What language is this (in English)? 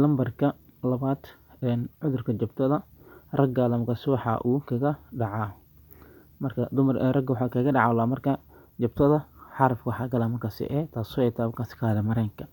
Somali